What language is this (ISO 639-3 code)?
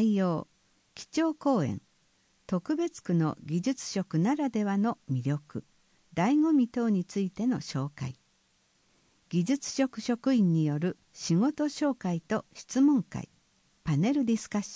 jpn